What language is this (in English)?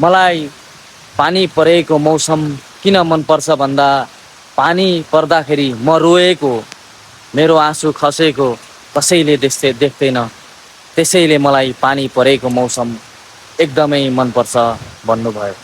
Nepali